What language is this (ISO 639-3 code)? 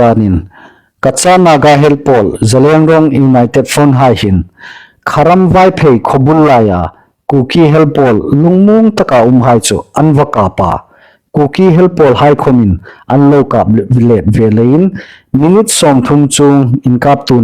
hmr